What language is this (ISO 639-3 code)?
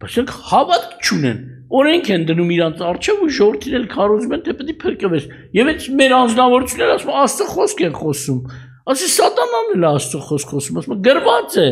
hye